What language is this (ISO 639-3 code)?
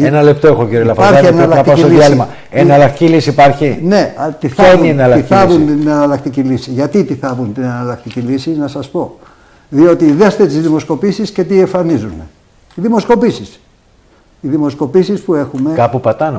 ell